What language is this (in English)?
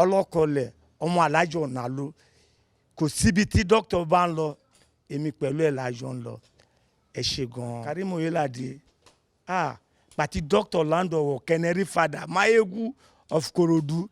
Yoruba